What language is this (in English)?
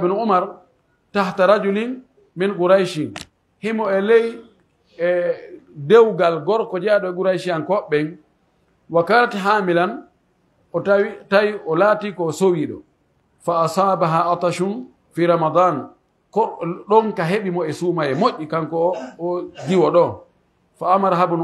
Pular